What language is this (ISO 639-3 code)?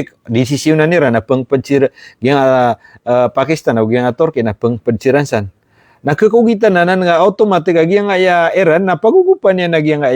mrw